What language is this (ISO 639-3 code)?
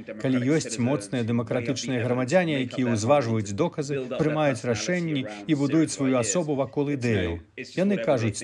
bel